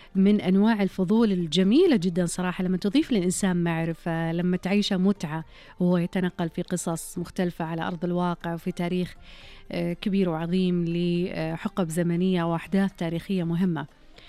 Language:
Najdi Arabic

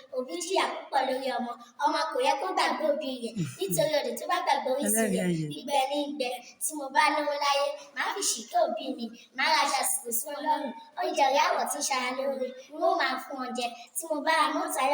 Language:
Yoruba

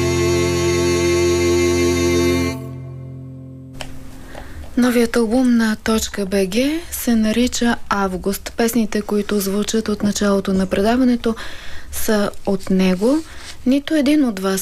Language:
Bulgarian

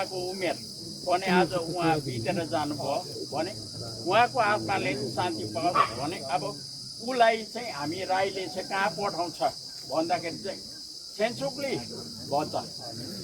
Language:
Nepali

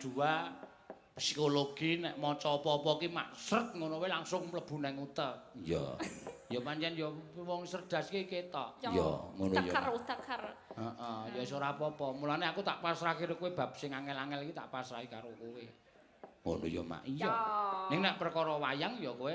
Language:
Javanese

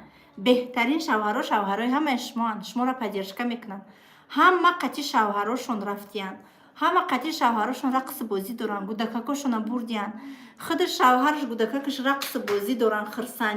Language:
Tajik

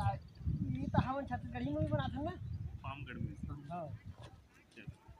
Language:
Chhattisgarhi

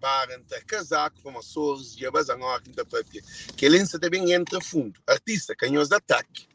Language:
Kabuverdianu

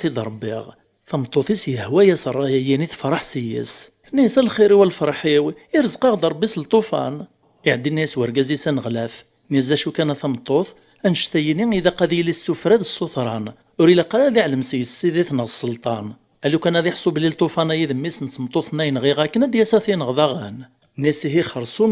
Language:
Kabyle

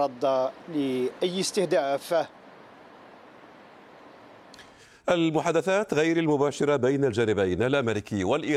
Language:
Arabic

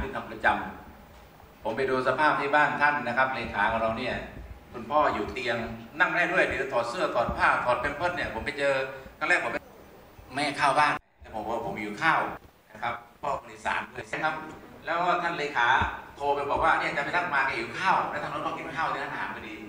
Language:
Thai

